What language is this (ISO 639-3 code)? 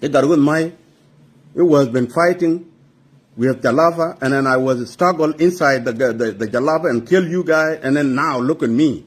nus